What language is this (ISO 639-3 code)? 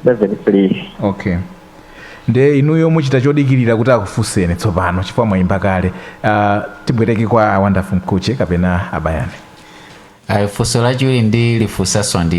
nya